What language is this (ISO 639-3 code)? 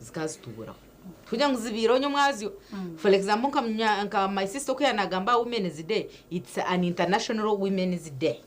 nyn